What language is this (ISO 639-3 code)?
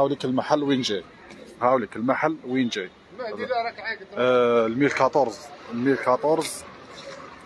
arq